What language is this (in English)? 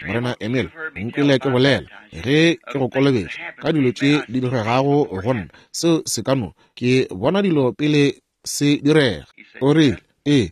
Northern Sotho